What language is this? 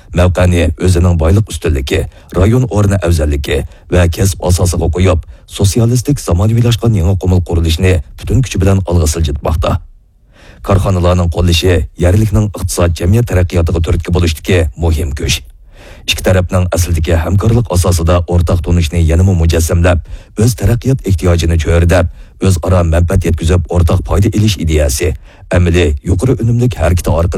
Uyghur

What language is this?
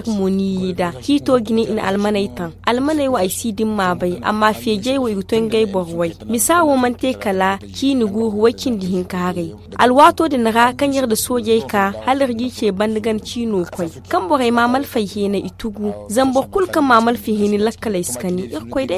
Zarma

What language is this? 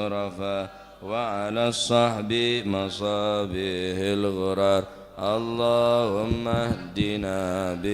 Madurese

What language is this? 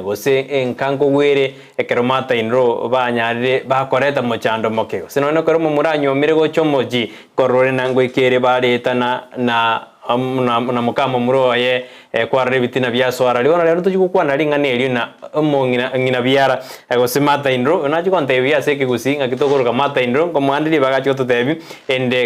Gusii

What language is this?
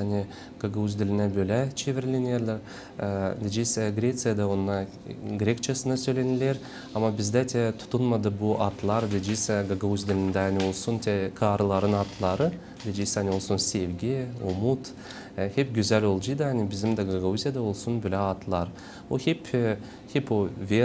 Gagauz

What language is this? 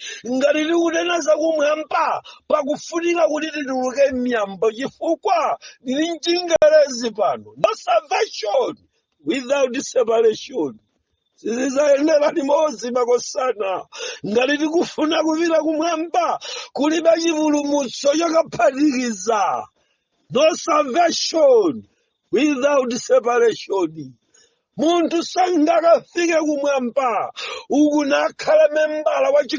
Nyanja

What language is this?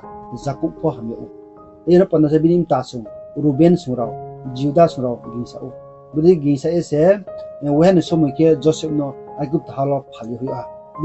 Riang (India)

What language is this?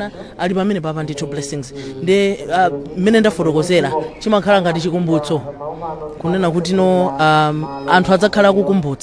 Nyanja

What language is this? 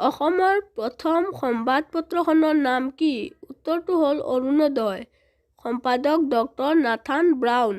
Assamese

